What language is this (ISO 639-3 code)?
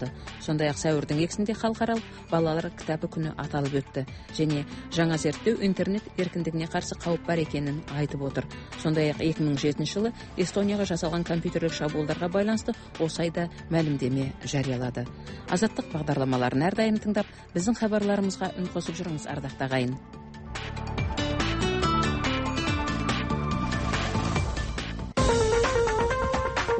kaz